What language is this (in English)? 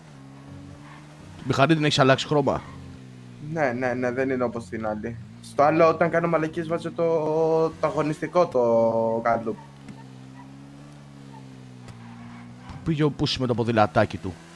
Greek